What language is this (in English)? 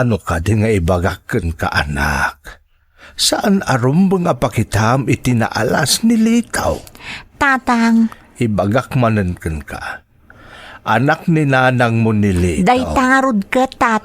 Iloko